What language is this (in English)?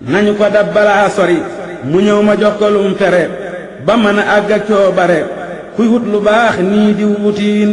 Wolof